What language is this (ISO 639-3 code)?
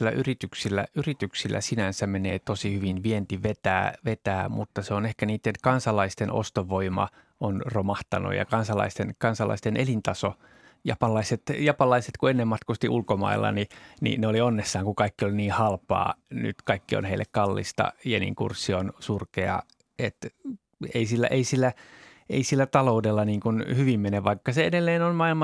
fin